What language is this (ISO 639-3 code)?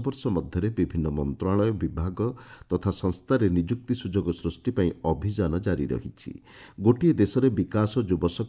ori